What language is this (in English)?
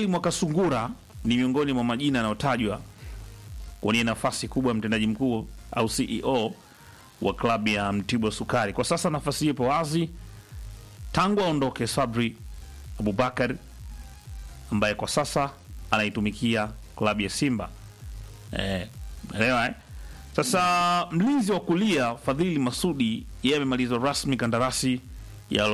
Swahili